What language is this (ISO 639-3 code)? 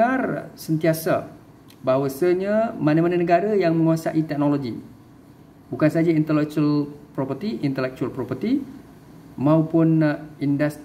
msa